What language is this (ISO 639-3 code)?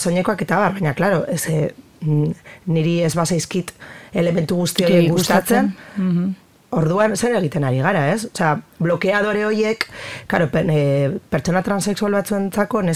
eus